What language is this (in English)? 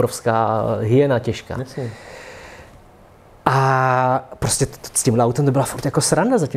Czech